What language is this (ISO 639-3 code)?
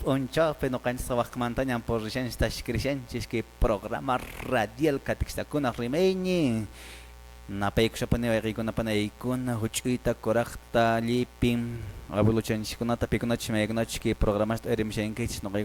que